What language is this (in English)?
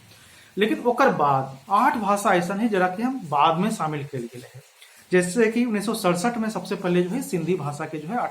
Magahi